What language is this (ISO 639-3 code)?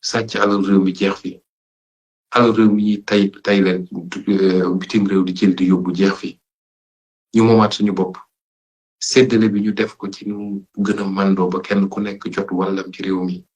wol